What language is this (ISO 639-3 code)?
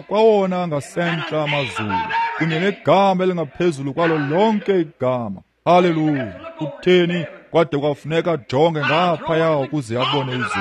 xho